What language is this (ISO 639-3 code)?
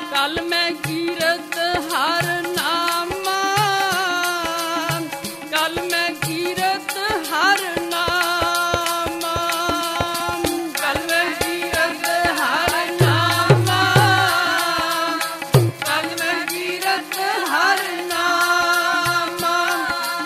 pan